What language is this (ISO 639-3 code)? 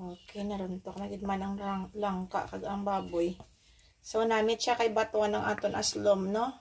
hil